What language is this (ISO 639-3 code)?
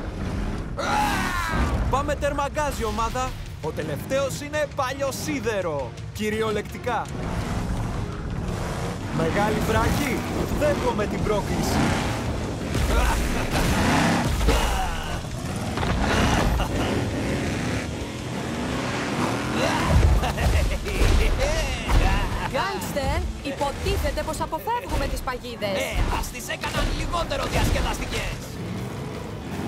ell